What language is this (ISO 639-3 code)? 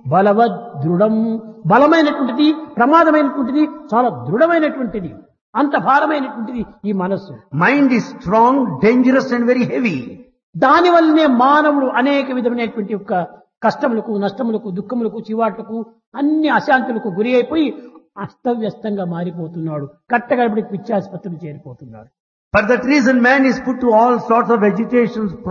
tel